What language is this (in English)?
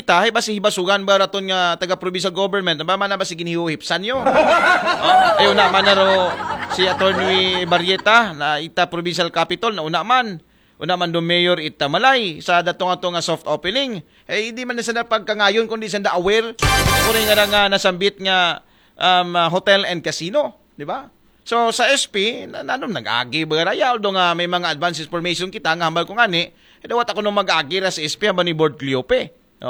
Aklanon